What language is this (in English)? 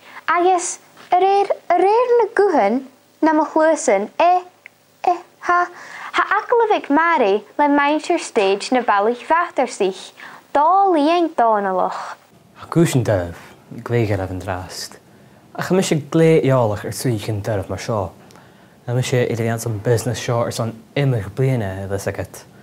Scottish Gaelic